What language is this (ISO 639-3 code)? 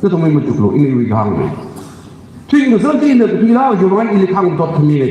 nmf